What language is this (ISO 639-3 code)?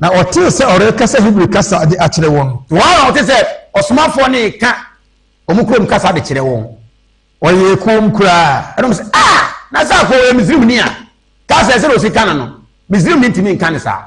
aka